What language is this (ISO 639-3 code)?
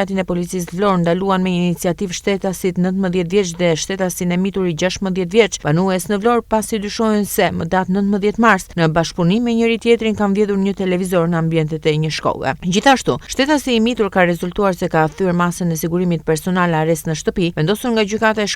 sqi